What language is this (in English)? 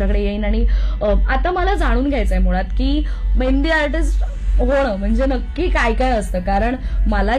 Marathi